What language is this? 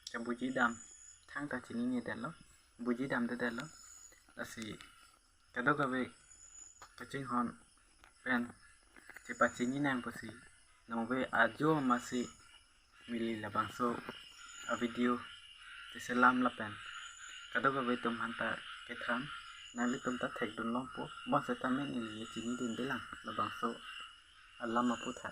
Karbi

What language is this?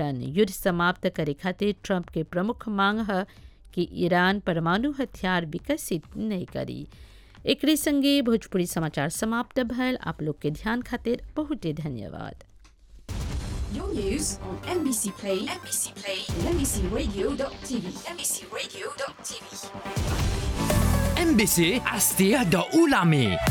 Bhojpuri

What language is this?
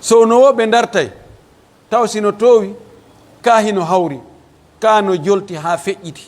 Pular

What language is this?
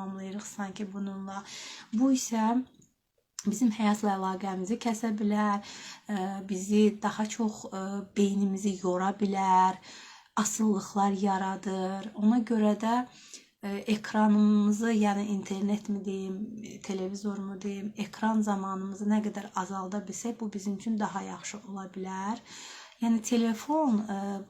Azerbaijani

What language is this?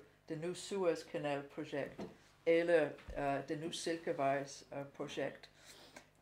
Danish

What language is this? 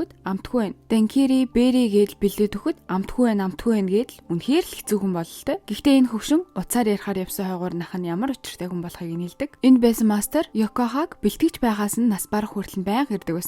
Mongolian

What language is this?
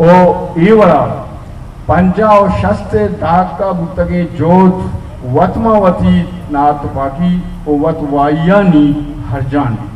Baluchi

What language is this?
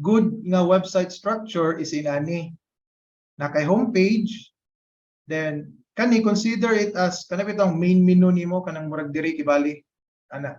Cebuano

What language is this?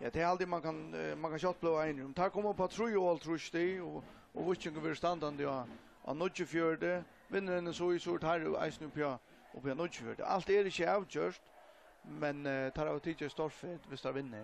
Faroese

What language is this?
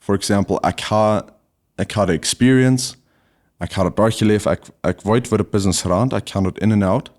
Plautdietsch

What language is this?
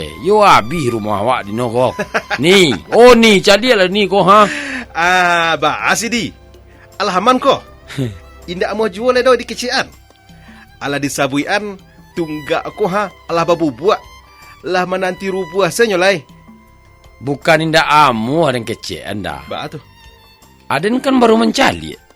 Minangkabau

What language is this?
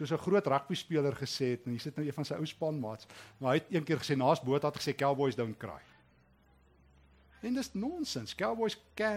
Afrikaans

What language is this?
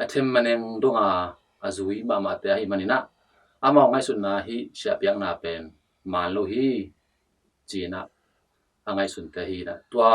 Tedim Chin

